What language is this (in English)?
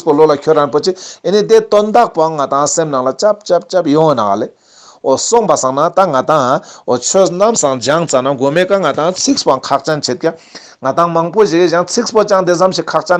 Ladakhi